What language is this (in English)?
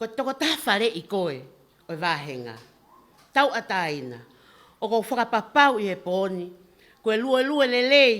Tongan